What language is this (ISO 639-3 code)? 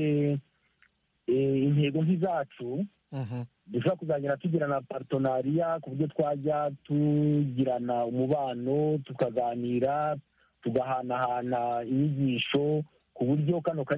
kin